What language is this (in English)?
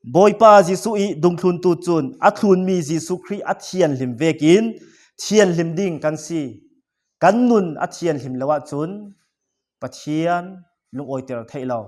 Falam Chin